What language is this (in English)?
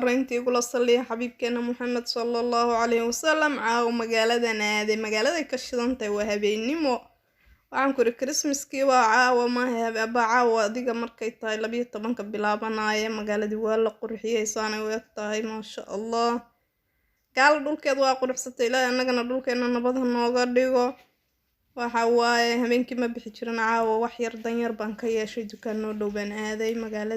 Somali